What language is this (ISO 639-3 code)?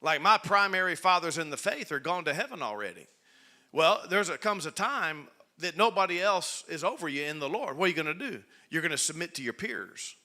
eng